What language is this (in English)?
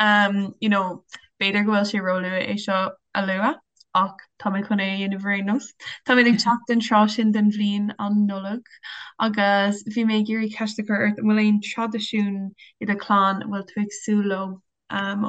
Irish